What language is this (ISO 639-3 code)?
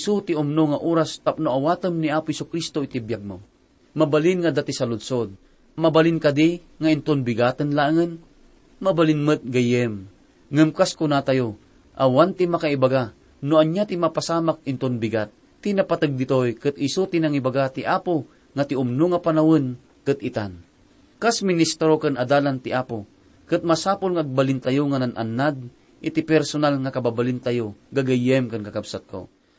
ilo